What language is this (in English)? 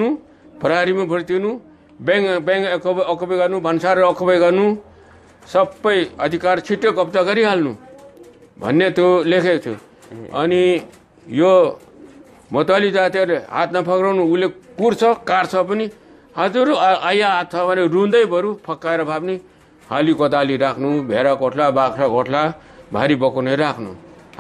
Nepali